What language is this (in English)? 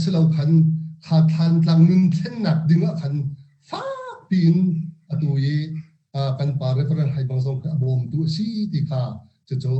Hakha Chin